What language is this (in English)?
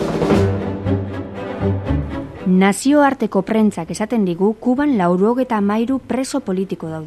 Basque